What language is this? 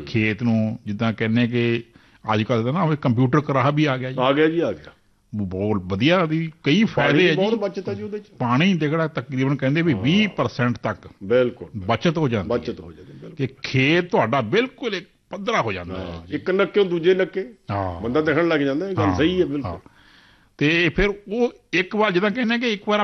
Punjabi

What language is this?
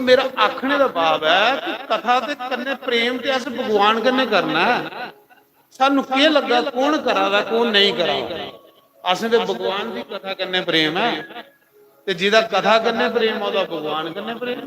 Dogri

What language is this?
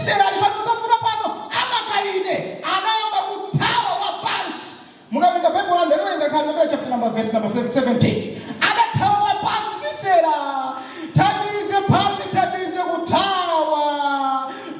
Nyanja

